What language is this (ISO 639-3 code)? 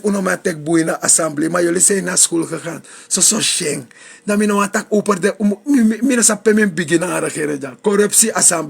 srn